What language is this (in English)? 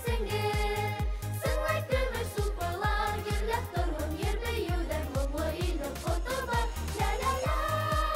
Bashkir